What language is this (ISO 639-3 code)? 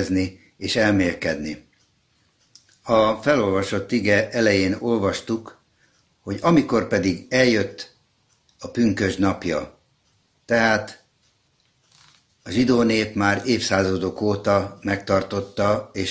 hun